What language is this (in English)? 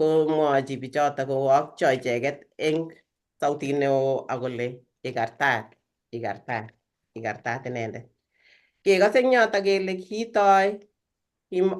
Kalenjin